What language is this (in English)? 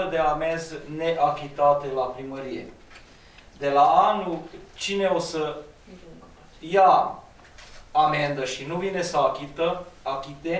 Romanian